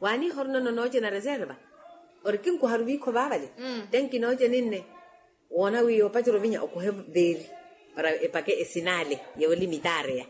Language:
Makhuwa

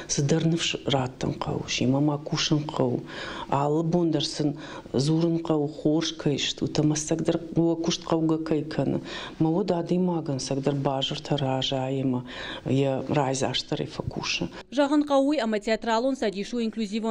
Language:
Ossetic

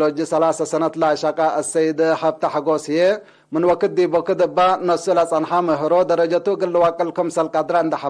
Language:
Tigre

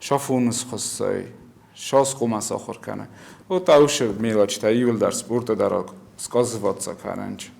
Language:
Ossetic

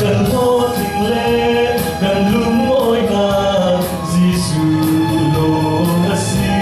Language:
Falam Chin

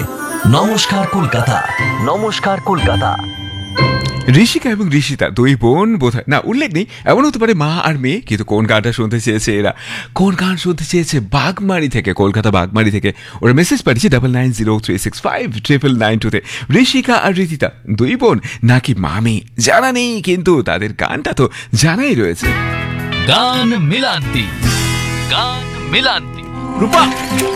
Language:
Bangla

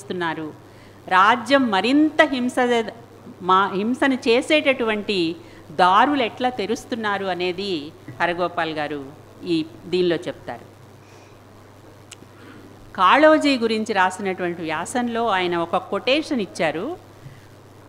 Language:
Telugu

